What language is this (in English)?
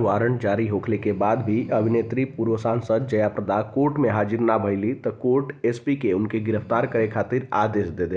Bhojpuri